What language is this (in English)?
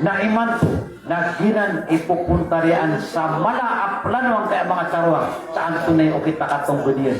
Maranao